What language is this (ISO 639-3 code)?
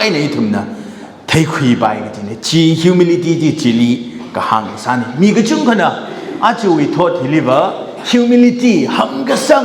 nmf